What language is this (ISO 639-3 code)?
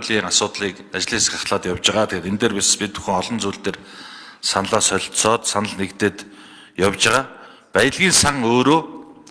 mon